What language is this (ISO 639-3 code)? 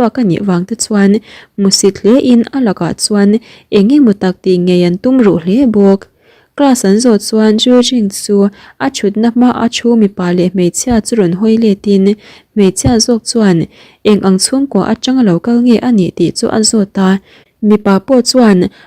lus